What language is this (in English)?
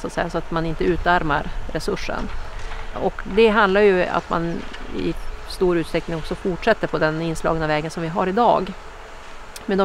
Swedish